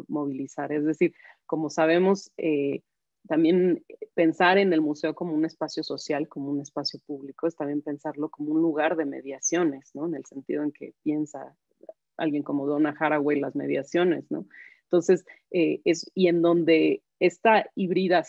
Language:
Spanish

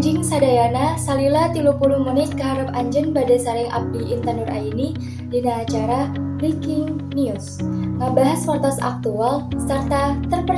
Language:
Sundanese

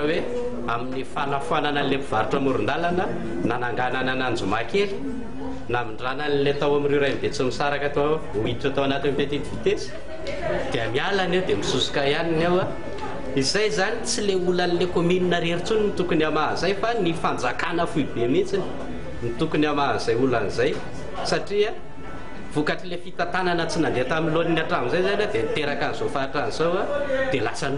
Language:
Malagasy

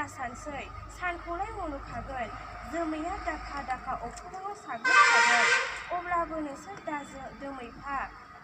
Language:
Bodo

